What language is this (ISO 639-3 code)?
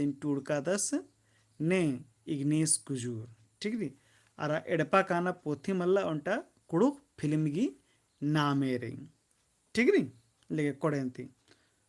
kru